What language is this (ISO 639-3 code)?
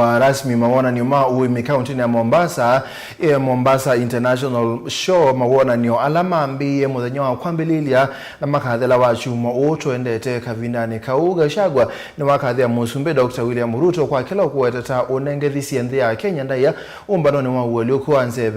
kam